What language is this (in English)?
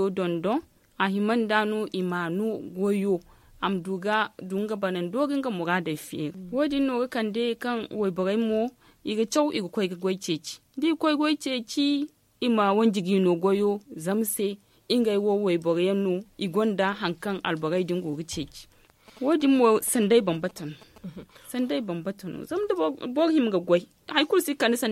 Zarma